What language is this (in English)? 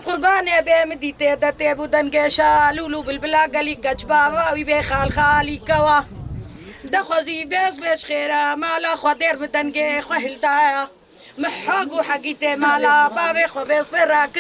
Kurdish